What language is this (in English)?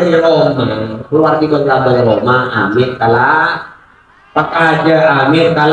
Madurese